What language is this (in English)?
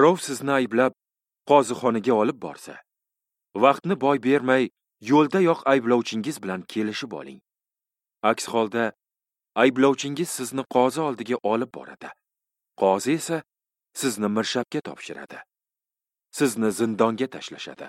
Uzbek